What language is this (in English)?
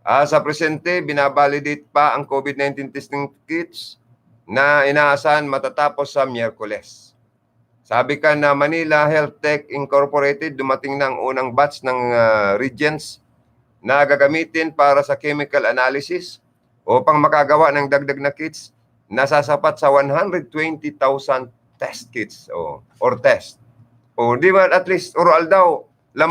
Bikol